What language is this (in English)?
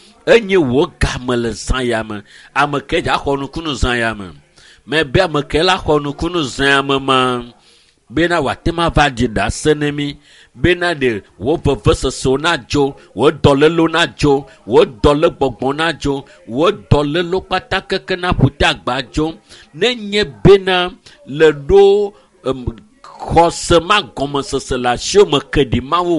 Ewe